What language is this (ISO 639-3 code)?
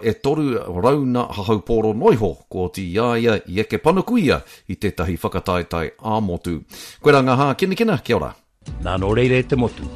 mri